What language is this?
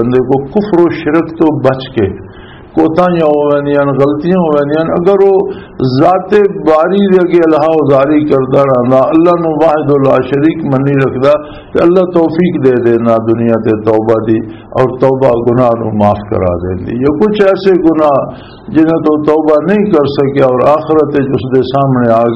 Western Panjabi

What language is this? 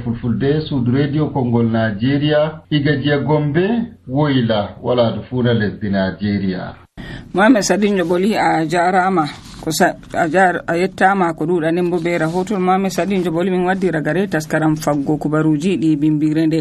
Nigerian Fulfulde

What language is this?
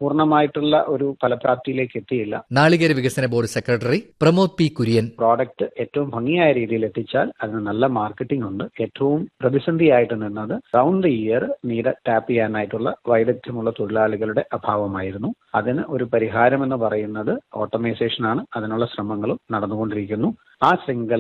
Malayalam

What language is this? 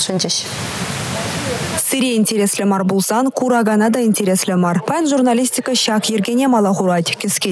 Chuvash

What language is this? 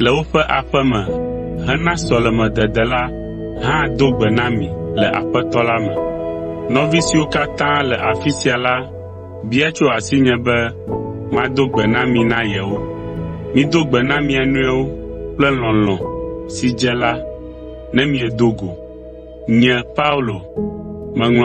Ewe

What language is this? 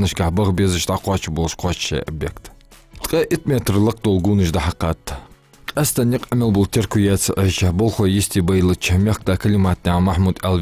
Ingush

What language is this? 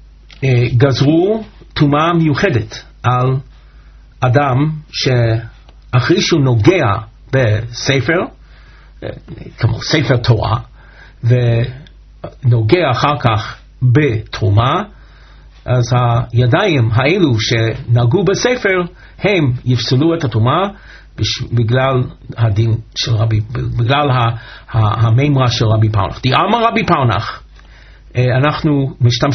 Hebrew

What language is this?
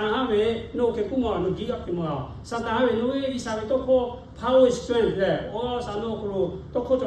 Lahu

